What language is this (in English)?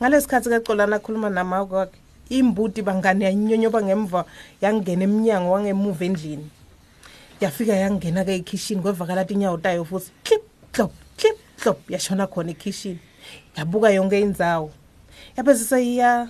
Swati